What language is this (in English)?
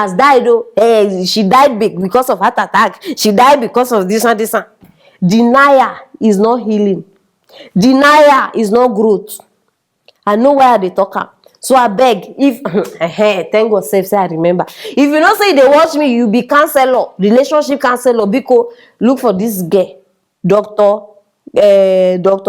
Nigerian Pidgin